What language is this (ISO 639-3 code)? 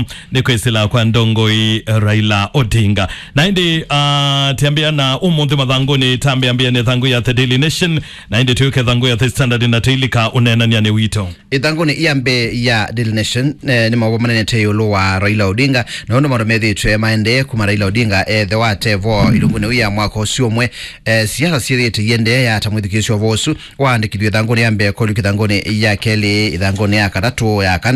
kam